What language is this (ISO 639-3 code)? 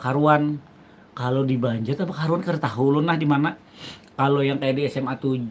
bjn